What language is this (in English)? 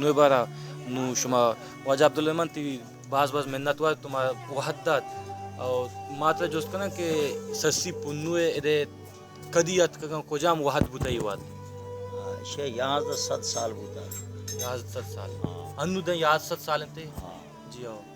Baluchi